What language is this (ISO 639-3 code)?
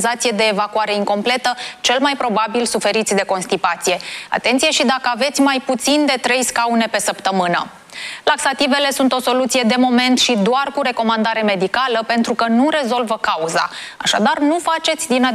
ron